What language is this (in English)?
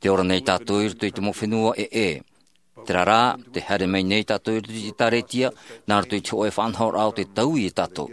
Tahitian